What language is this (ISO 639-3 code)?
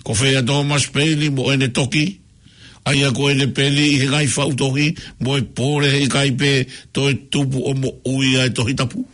ton